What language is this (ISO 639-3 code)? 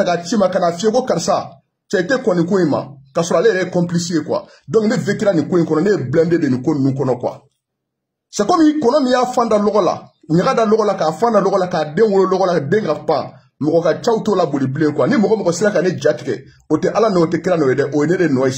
bam